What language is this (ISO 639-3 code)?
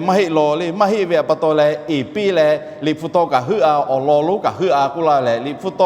lhu